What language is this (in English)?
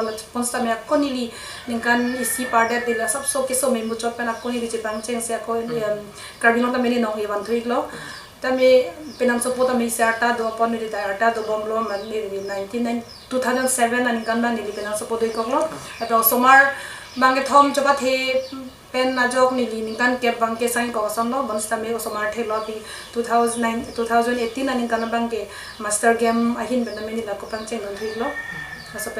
Karbi